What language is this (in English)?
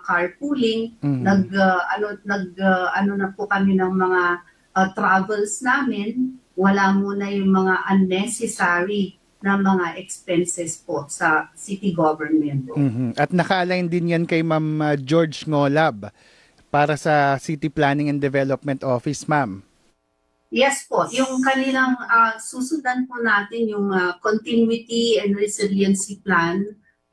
Filipino